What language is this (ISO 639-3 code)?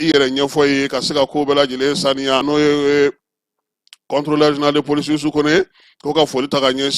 bam